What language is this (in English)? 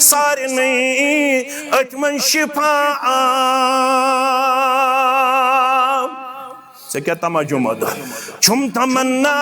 Kashmiri